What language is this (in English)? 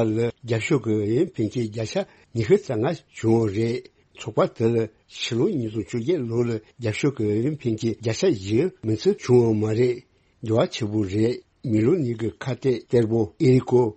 Tibetan